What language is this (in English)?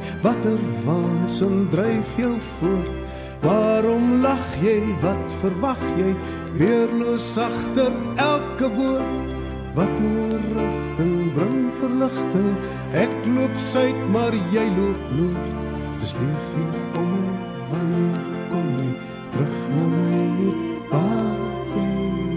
Afrikaans